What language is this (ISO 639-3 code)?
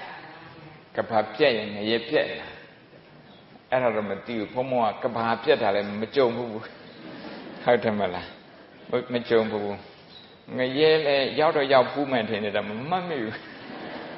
mya